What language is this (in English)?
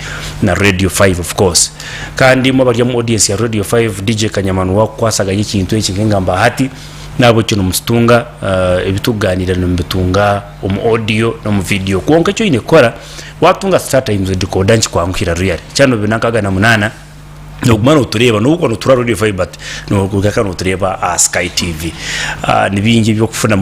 Nyankole